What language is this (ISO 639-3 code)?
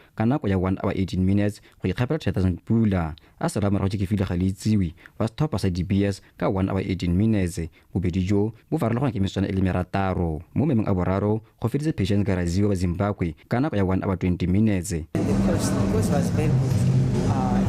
tsn